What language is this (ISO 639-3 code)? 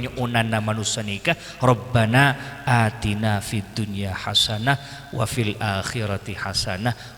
mad